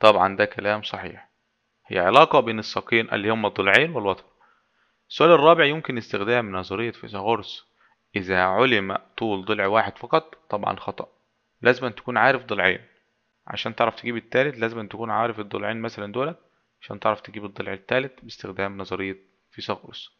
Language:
Egyptian Arabic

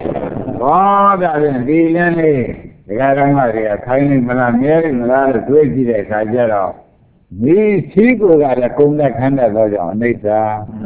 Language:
Burmese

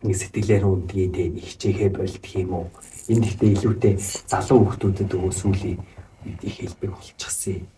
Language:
Mongolian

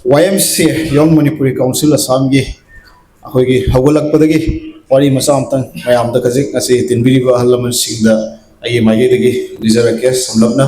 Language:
Manipuri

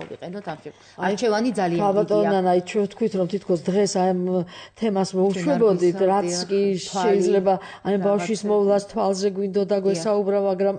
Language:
Georgian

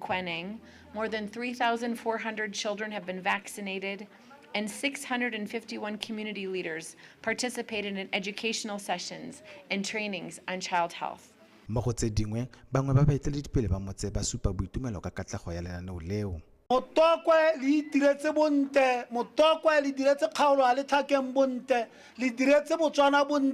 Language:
Tswana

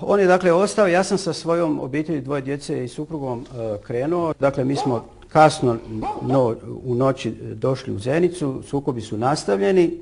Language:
Bosnian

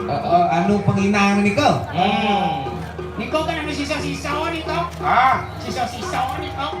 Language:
Balinese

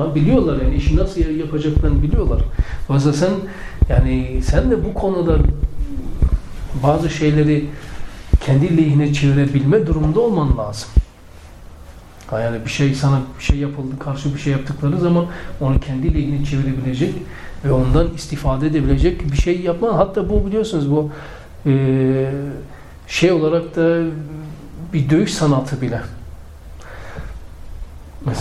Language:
Turkish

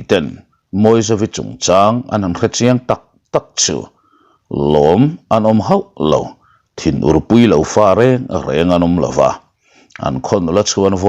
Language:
Mizo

